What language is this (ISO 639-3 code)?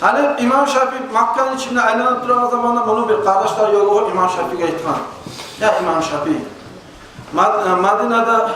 kum